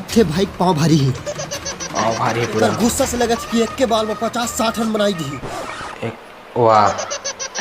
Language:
Chhattisgarhi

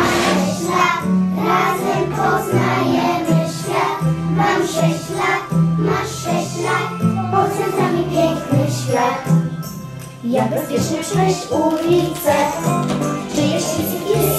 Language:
Polish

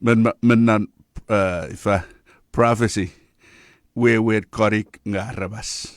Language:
Chuukese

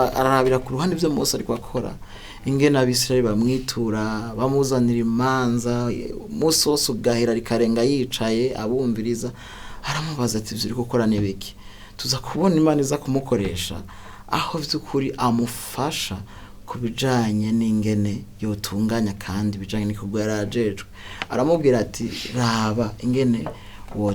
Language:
Rundi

